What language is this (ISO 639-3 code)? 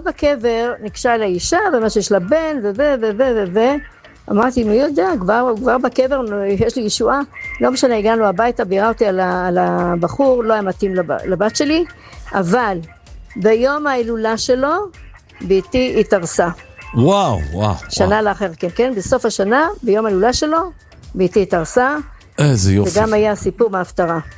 heb